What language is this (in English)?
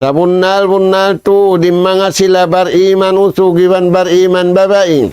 Tausug